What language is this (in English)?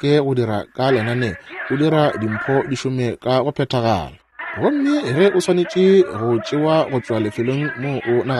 Northern Sotho